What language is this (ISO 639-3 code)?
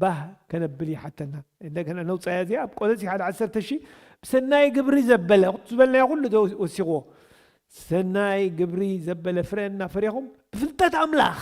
tir